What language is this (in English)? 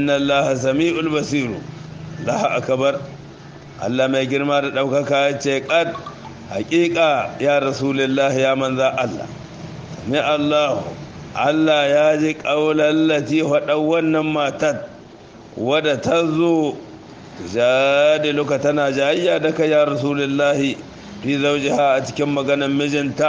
Hausa